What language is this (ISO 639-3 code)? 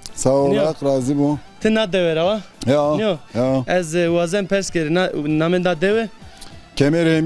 zza